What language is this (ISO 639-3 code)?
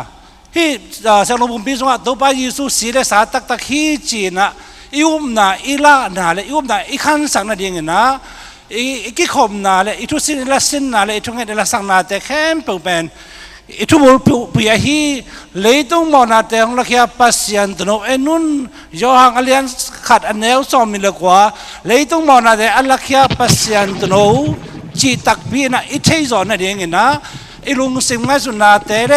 ctd